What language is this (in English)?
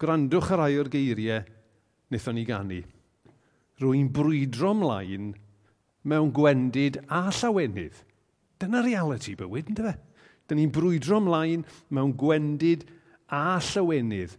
Welsh